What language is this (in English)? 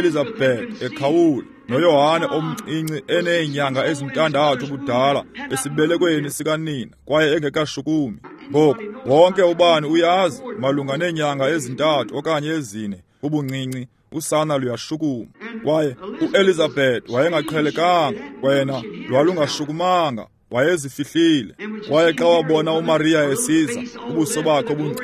Xhosa